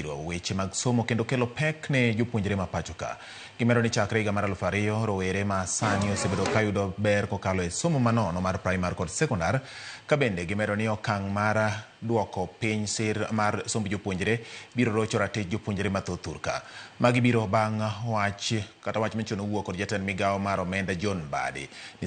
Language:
Luo (Kenya and Tanzania)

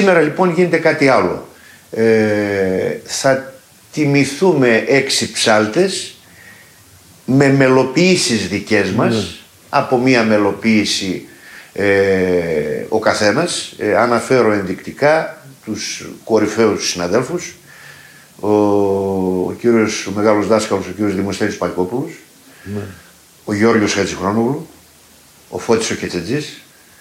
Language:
Greek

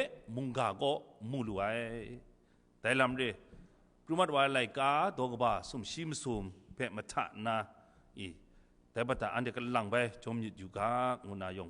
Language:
Kachin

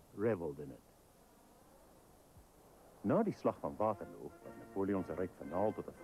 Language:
Afrikaans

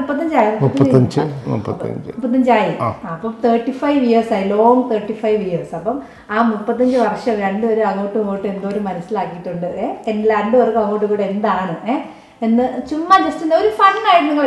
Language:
Malayalam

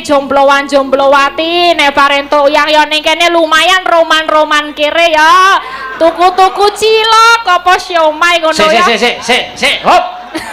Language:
Javanese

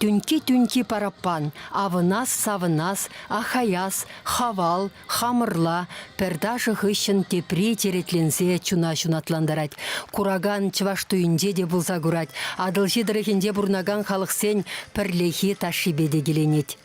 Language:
Chuvash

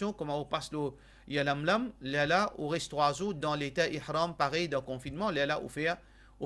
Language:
Morisyen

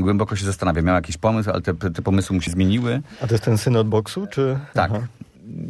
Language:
Polish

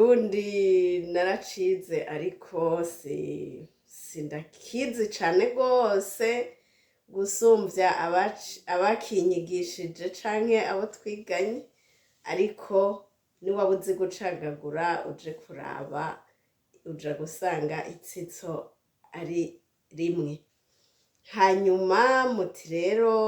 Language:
Rundi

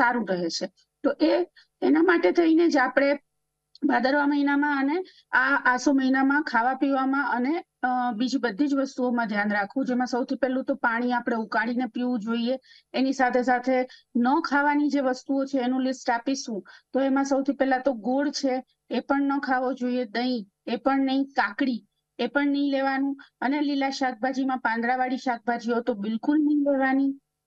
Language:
Gujarati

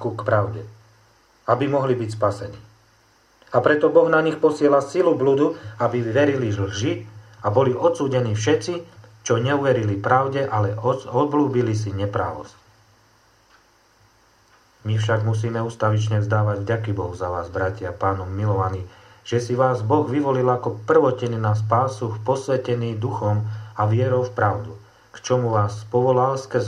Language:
Slovak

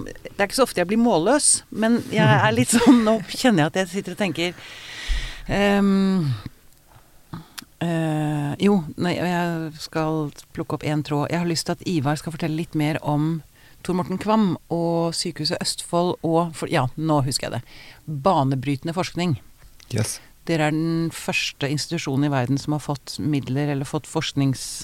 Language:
Norwegian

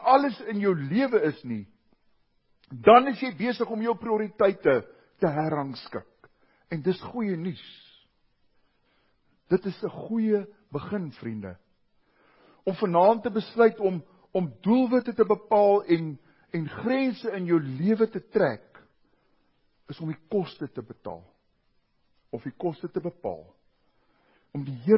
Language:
Afrikaans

